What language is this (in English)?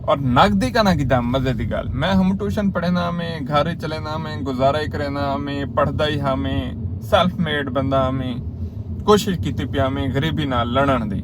Saraiki